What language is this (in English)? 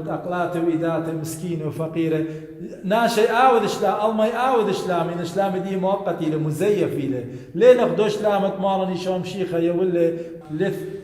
Assyrian Neo-Aramaic